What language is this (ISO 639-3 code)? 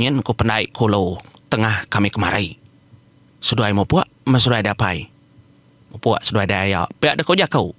iba